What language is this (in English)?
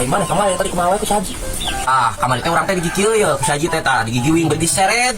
Sundanese